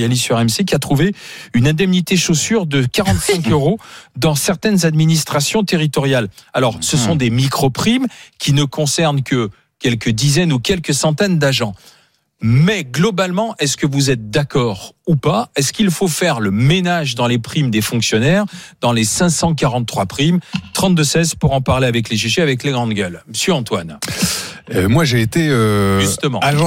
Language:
French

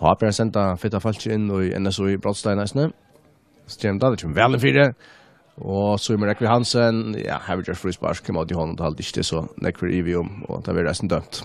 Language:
Faroese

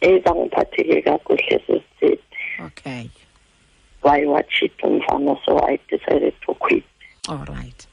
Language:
Xhosa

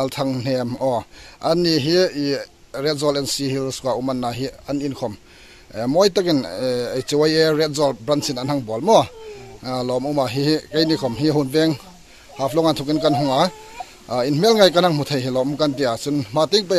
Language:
Hmar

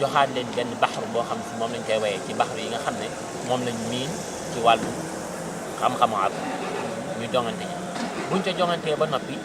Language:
Wolof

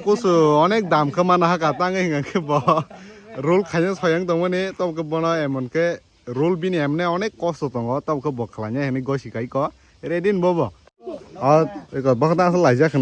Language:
Kok Borok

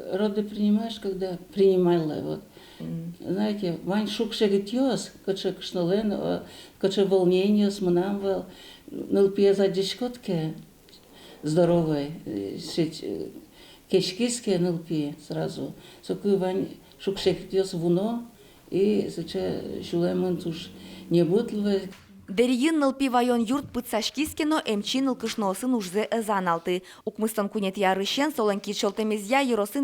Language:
Udmurt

